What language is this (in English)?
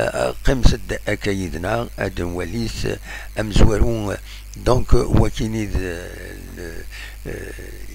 Kabyle